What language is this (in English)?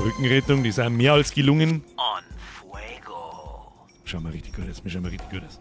Bavarian